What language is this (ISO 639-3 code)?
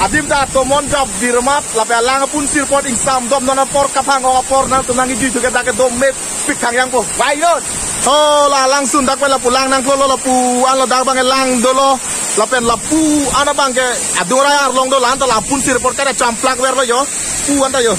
mjw